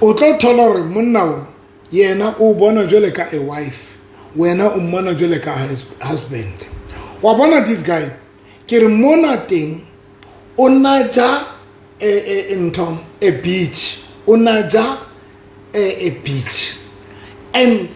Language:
Southern Sotho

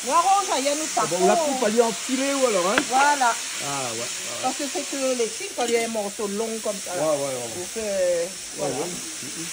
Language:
Réunion Creole French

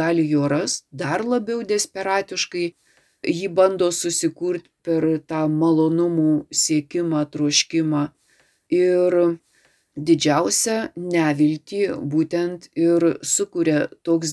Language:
Lithuanian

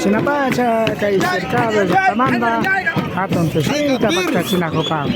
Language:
Imbabura Highland Quichua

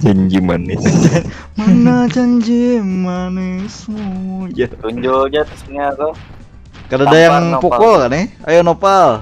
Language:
Banjar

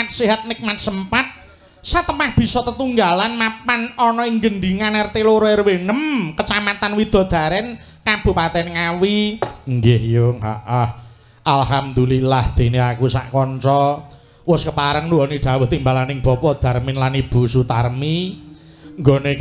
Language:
Javanese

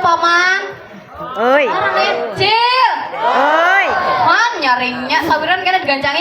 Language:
Banjar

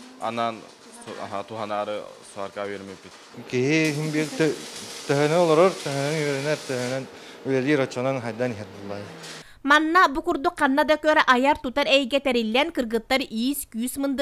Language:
Yakut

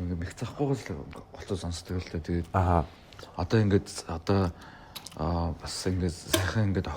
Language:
Mongolian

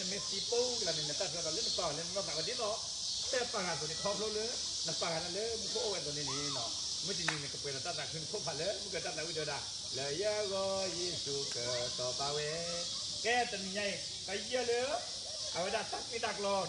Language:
S'gaw Karen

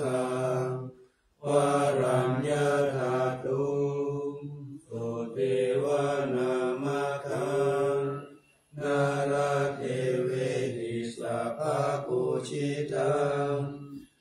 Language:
Pali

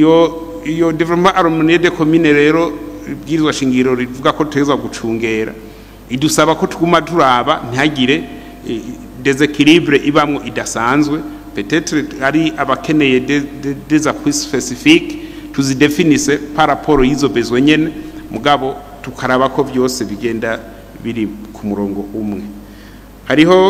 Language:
Rundi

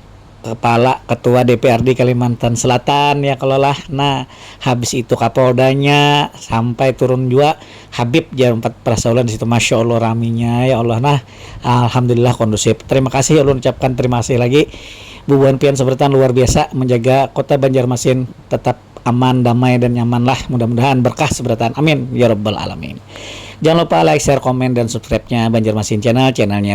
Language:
Banjar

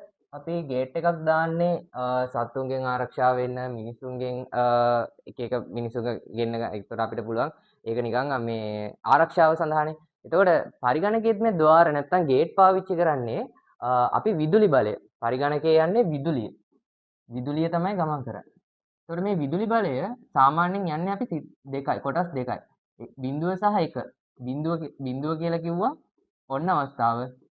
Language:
Sinhala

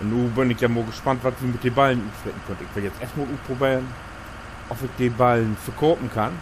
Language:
Low German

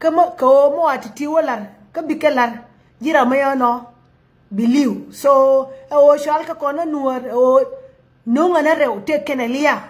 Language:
Nuer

